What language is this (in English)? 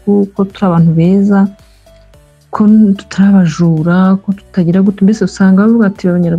Kinyarwanda